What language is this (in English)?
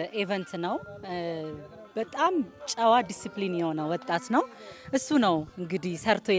Amharic